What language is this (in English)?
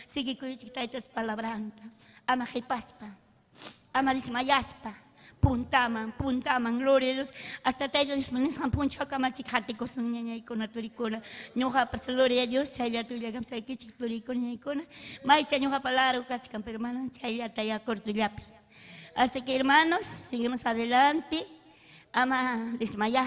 Ayacucho Quechua